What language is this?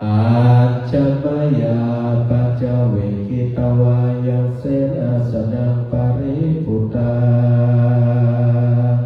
Pali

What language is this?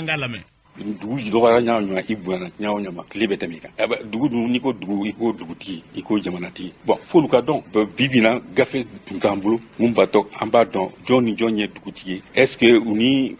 Bambara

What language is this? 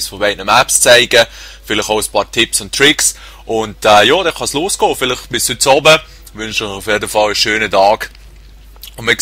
Swiss German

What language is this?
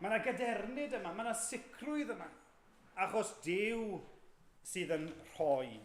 Welsh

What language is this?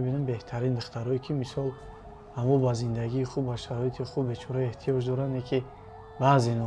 Tajik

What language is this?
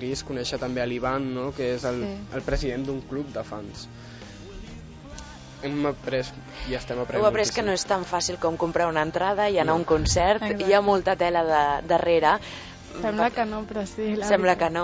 Catalan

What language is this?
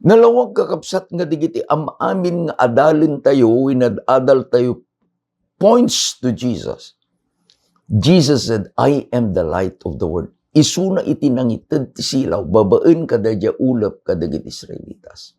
Iloko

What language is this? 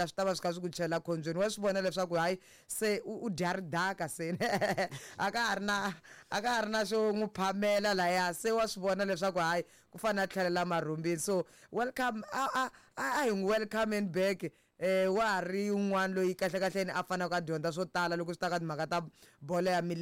Tsonga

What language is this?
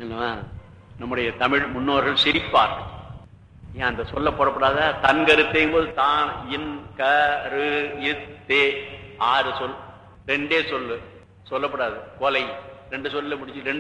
Tamil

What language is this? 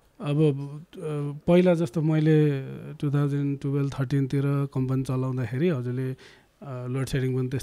Nepali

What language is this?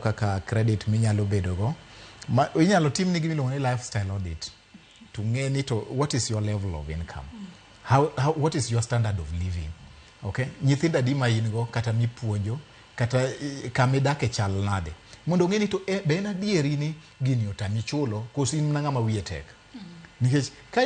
Luo (Kenya and Tanzania)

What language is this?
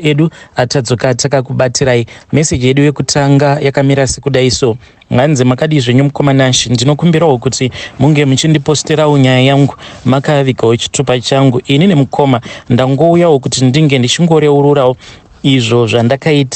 Shona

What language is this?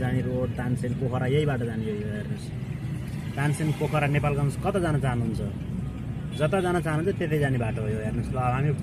Nepali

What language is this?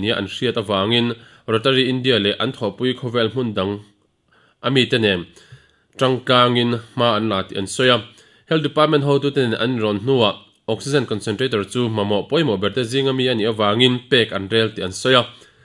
Mizo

